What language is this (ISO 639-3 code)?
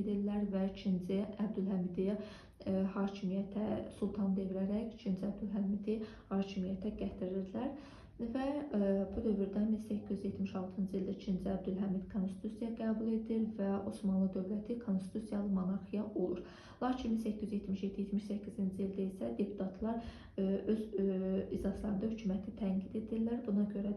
aze